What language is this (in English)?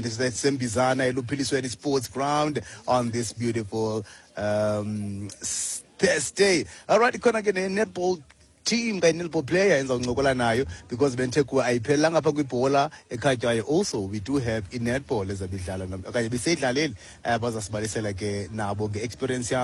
Xhosa